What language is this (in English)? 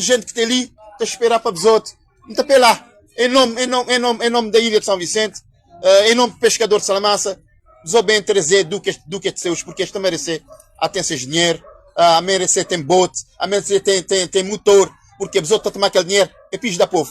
Kabuverdianu